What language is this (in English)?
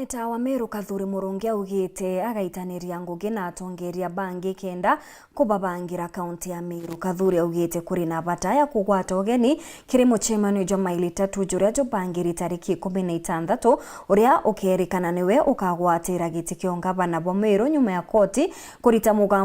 Meru